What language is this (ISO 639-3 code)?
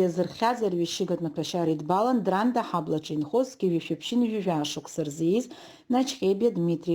abk